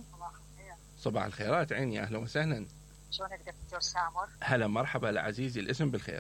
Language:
Mesopotamian Arabic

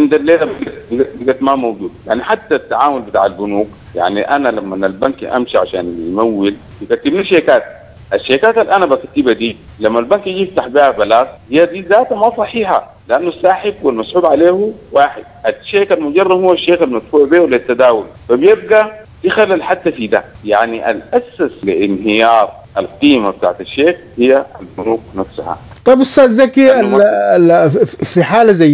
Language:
Sudanese Arabic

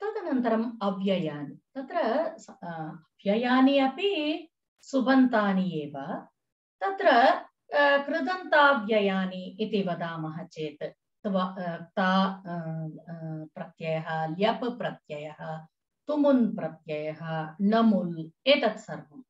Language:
Sanskrit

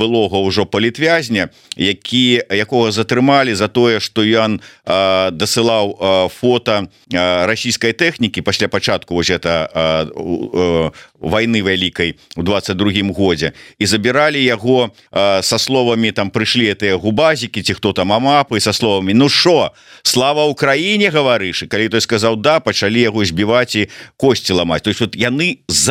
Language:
Belarusian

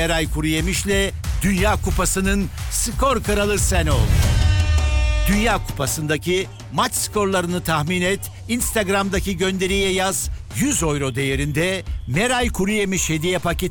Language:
Turkish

